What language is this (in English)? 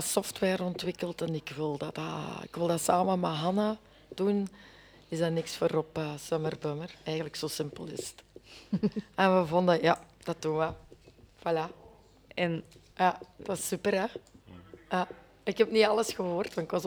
Dutch